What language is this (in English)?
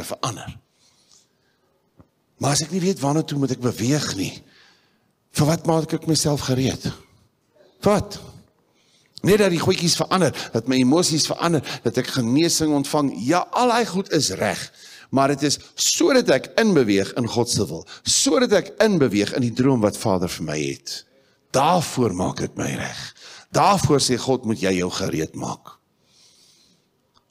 Afrikaans